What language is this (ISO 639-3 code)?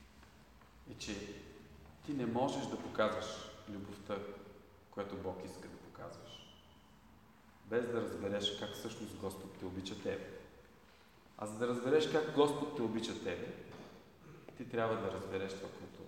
bul